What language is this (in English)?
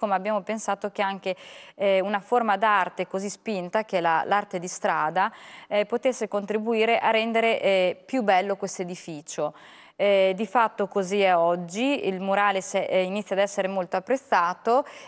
Italian